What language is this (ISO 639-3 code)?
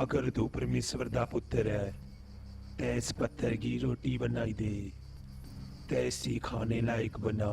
doi